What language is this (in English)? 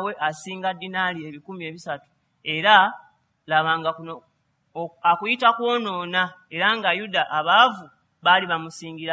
Ganda